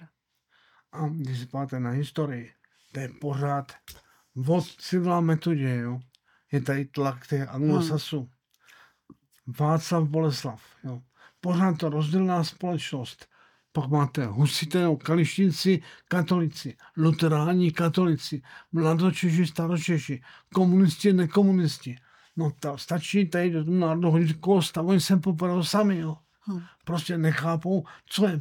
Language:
Czech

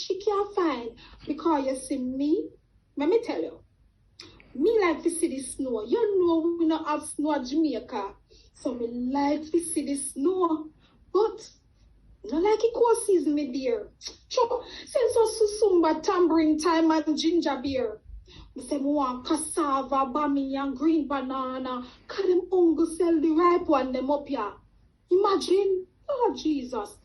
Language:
Jamaican Creole English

